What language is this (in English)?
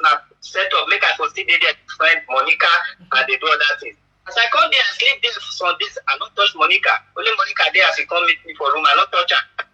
Nigerian Pidgin